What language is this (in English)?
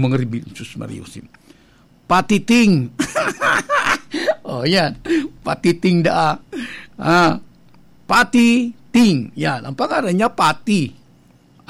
Bikol